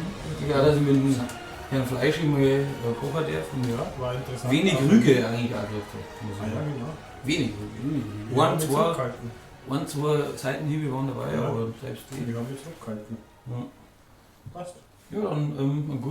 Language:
Bavarian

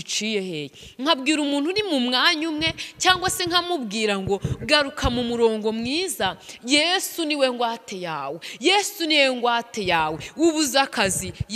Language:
Kinyarwanda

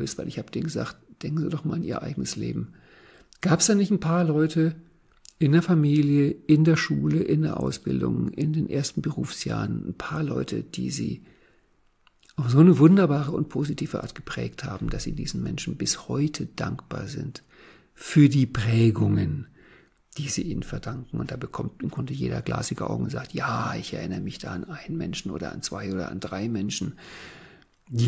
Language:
German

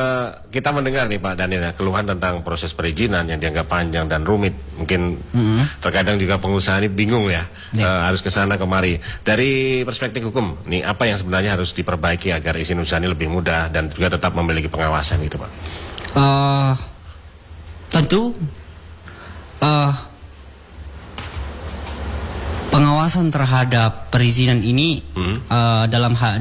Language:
Indonesian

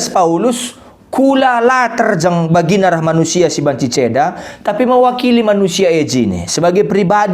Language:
Batak Karo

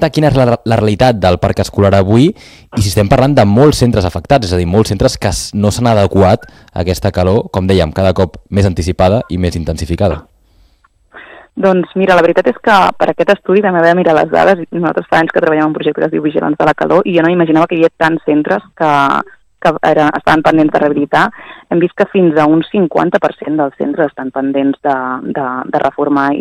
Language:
Catalan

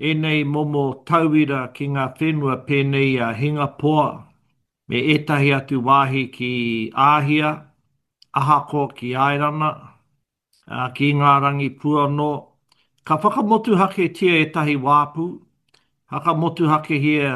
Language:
Māori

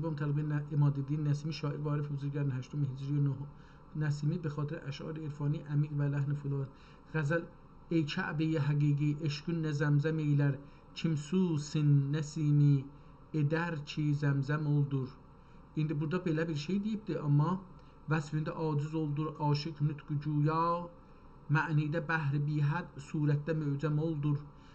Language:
South Azerbaijani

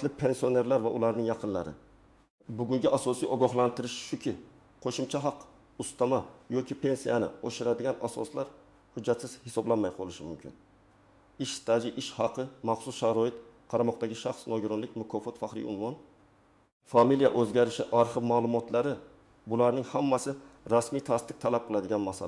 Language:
Uzbek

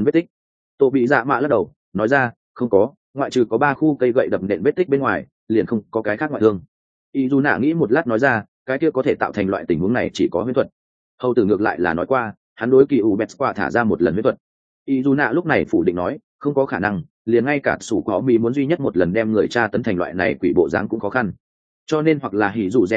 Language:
Vietnamese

